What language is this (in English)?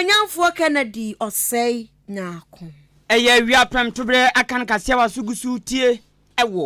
Akan